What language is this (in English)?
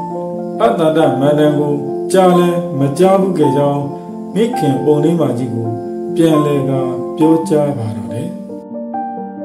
Burmese